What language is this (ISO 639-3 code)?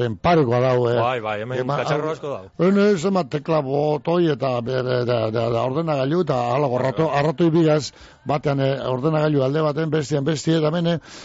eus